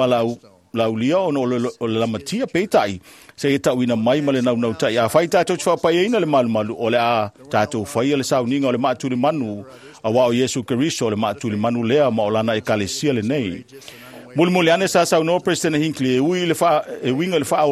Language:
Samoan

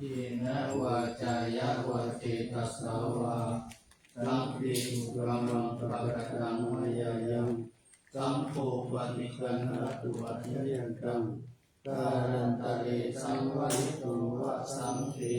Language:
Pali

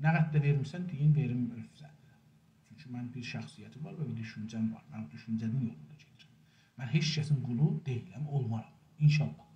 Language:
South Azerbaijani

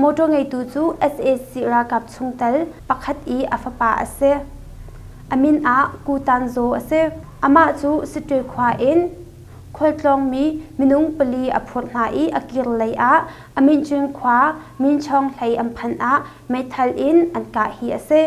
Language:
Hakha Chin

